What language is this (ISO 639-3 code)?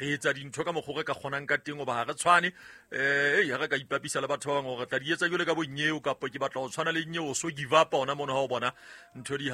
sot